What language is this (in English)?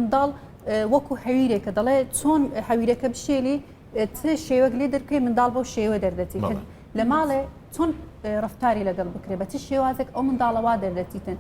Central Kurdish